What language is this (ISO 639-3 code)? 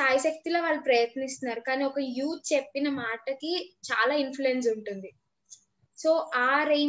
tel